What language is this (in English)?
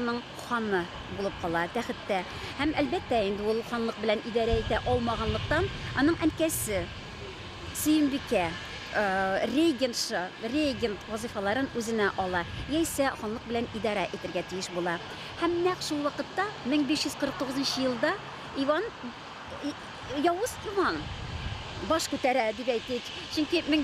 Tatar